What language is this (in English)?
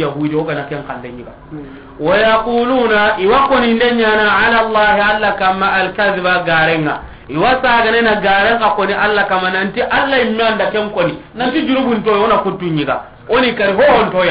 Soninke